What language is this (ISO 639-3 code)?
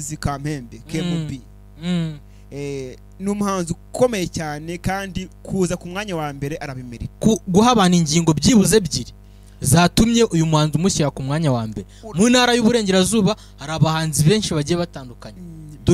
kin